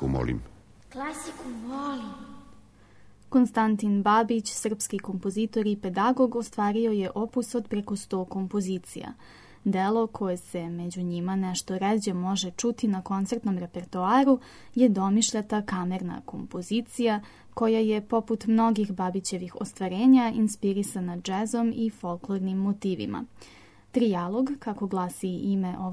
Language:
Serbian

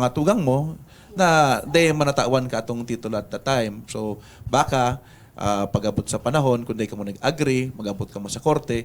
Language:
Bikol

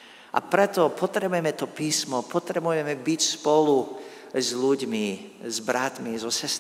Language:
Slovak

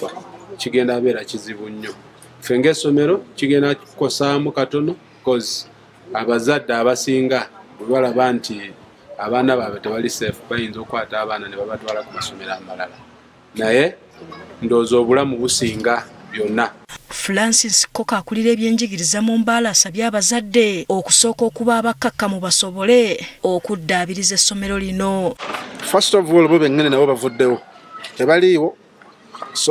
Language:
Ganda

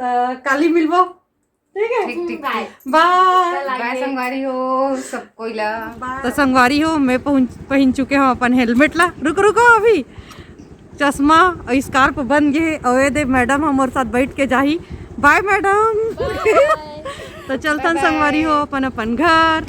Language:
Chhattisgarhi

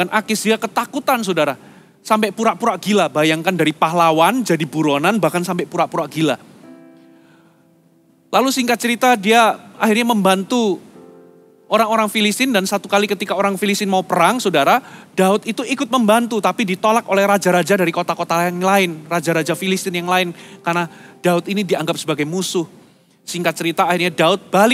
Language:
Indonesian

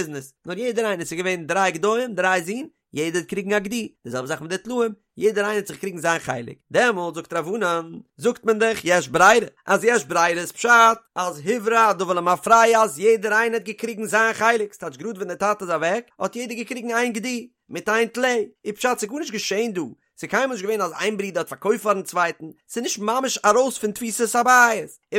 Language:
Yiddish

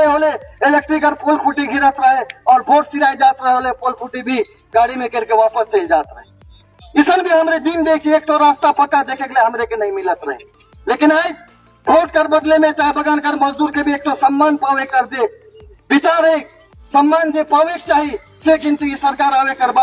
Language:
Sadri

